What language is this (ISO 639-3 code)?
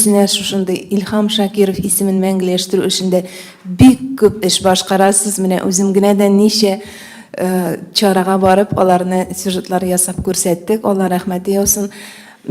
tat